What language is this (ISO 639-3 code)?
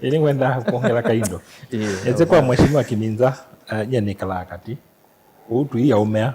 kam